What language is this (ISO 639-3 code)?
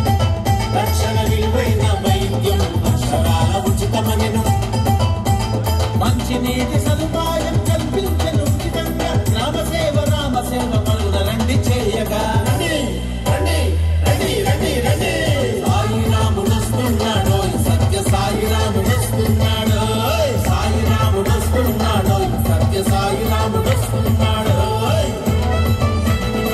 tel